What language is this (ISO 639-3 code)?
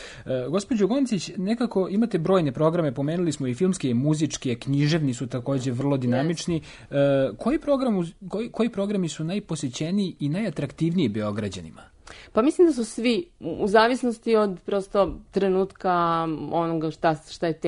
srp